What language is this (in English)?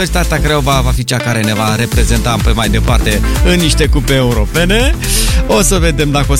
Romanian